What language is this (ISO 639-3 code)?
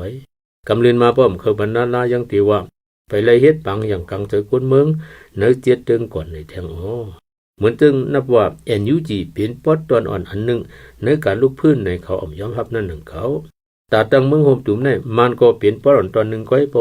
shn